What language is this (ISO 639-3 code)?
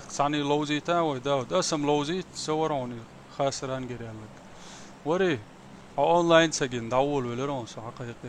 che